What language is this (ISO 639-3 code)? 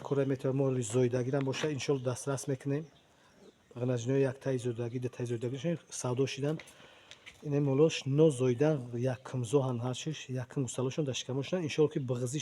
tgk